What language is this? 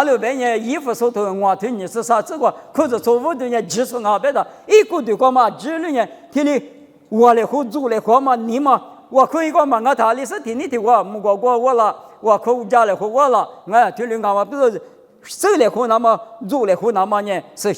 Lisu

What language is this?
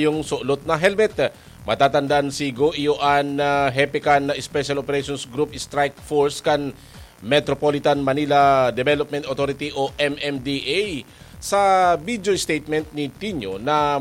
Bikol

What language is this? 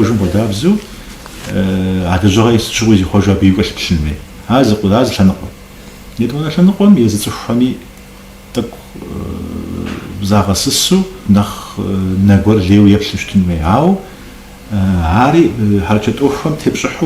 Kabardian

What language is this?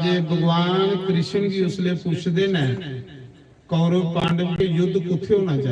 Dogri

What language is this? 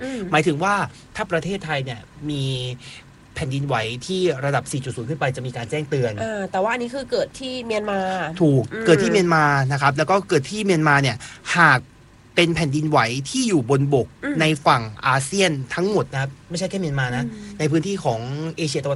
Thai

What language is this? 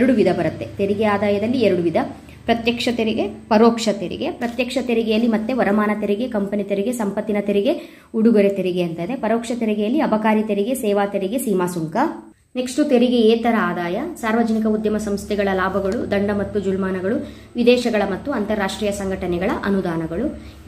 Kannada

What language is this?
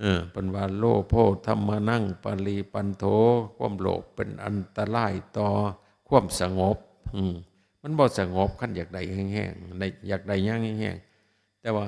Northeastern Thai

